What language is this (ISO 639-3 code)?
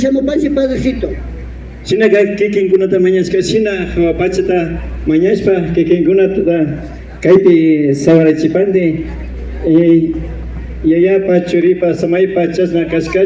qvi